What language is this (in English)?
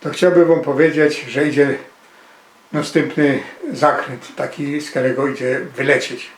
Silesian